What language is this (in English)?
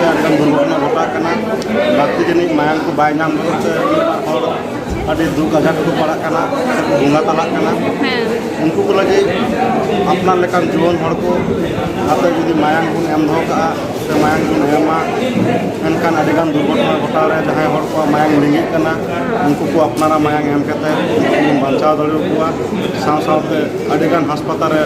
Santali